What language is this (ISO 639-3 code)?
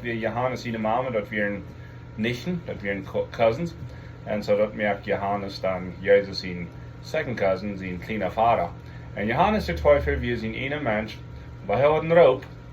pdt